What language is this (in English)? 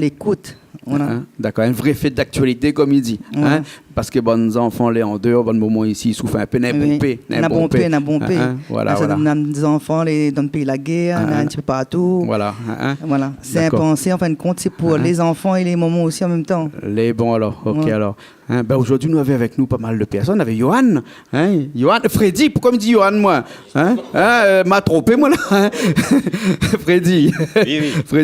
Réunion Creole French